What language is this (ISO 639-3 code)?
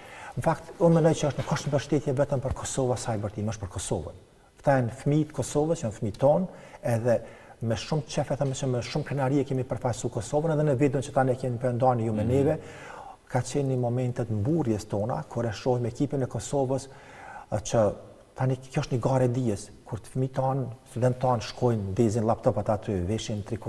sqi